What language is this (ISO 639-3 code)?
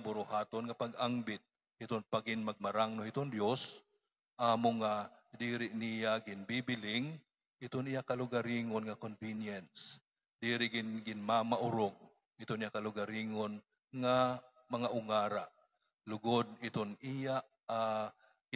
war